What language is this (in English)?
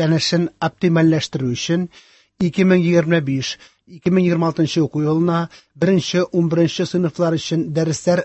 Tatar